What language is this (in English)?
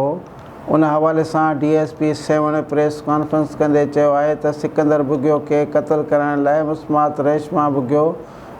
Sindhi